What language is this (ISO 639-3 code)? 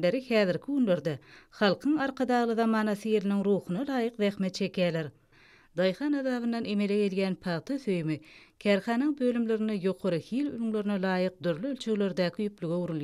tuk